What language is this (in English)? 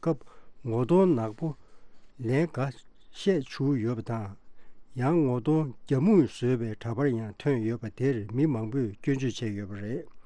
Tibetan